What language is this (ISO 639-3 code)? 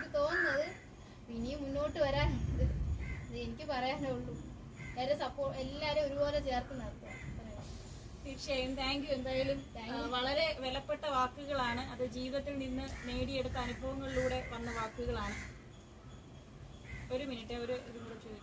mal